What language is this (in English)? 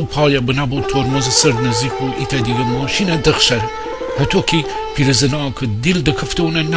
Gilaki